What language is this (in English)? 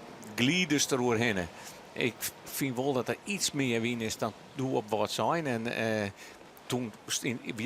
Western Frisian